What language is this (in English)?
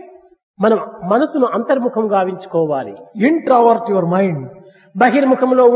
Telugu